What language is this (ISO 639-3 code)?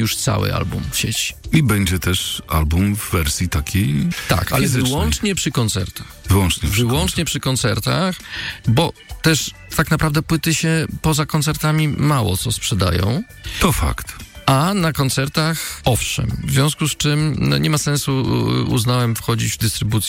pol